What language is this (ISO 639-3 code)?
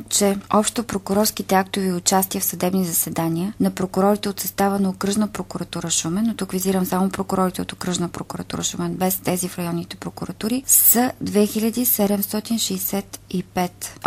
bul